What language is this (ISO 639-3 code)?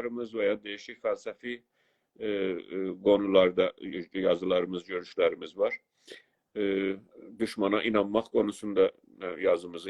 azb